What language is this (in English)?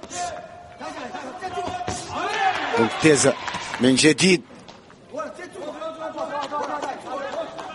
Arabic